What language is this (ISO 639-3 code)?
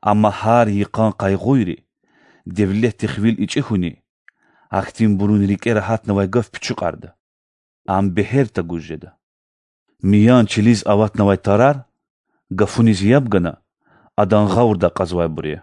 lez